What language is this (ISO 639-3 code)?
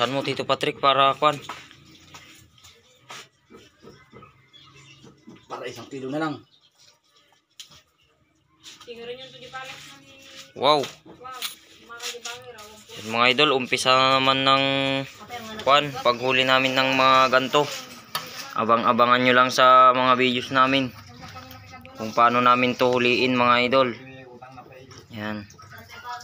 fil